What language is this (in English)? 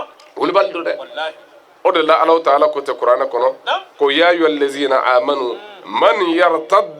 Bambara